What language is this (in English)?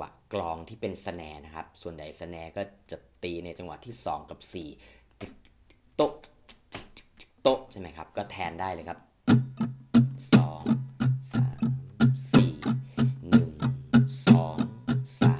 Thai